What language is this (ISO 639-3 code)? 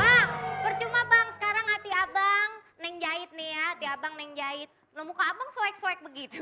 bew